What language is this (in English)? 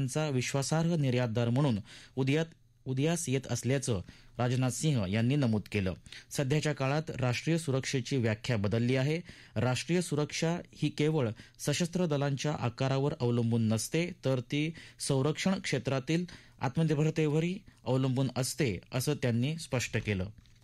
Marathi